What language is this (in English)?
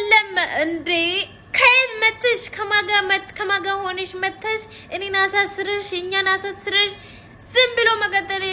Amharic